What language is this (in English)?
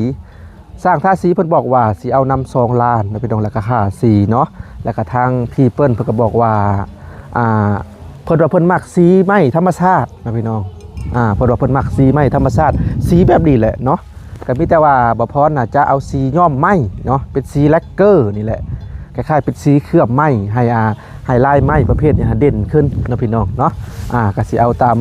Lao